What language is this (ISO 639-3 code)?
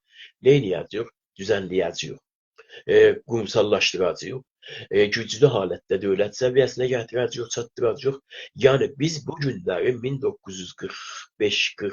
azb